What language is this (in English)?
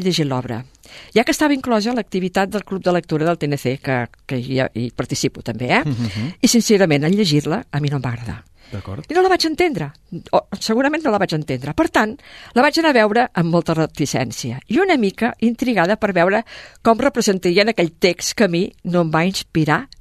Catalan